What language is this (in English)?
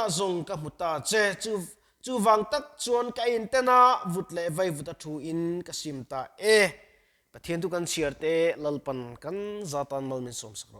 Mizo